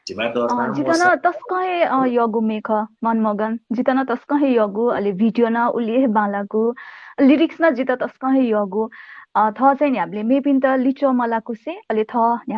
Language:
Newari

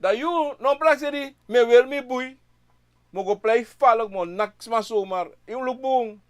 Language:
Sranan Tongo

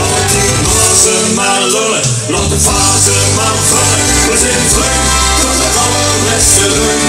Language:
Limburgish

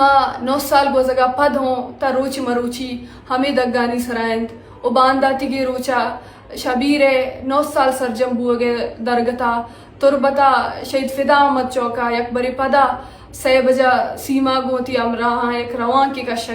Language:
Eastern Balochi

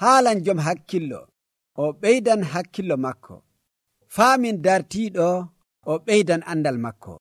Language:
Nigerian Fulfulde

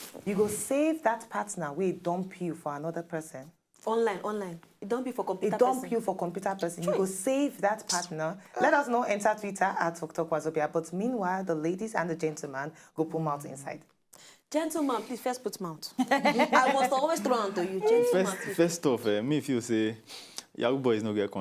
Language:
Nigerian Pidgin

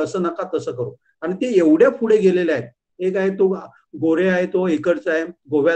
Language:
Marathi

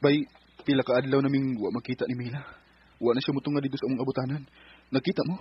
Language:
Cebuano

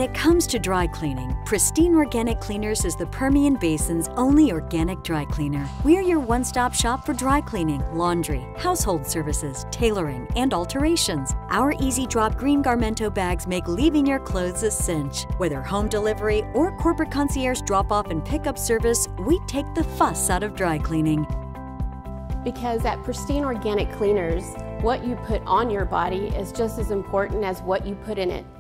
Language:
English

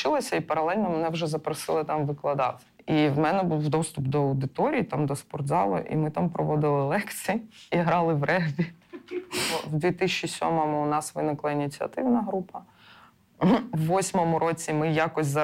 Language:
Ukrainian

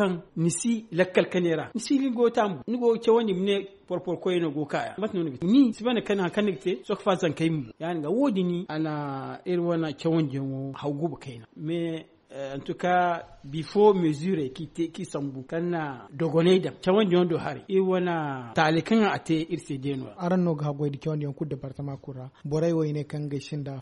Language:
Zarma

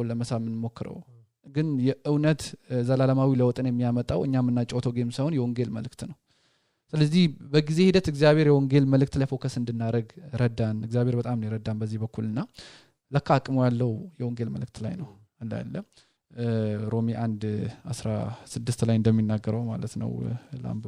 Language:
Amharic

